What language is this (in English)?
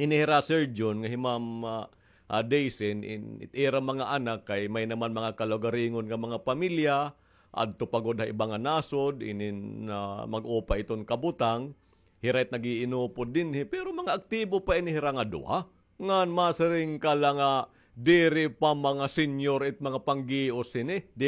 Waray